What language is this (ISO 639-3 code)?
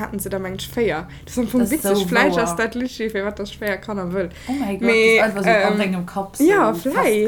ltz